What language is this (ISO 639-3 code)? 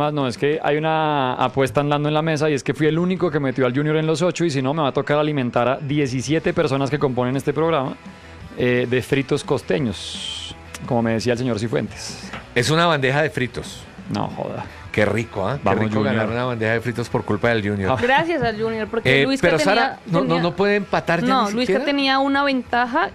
spa